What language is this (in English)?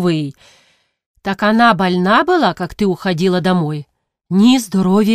Ukrainian